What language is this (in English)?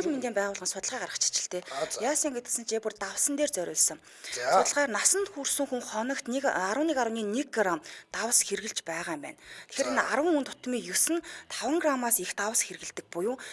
Mongolian